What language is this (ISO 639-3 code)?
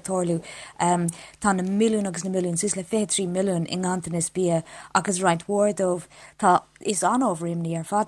gle